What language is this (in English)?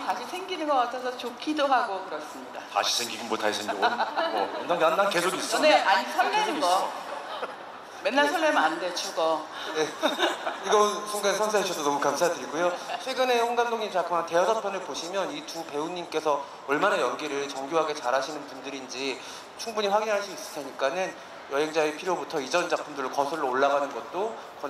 Korean